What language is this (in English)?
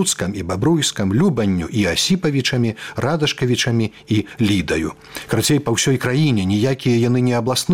Belarusian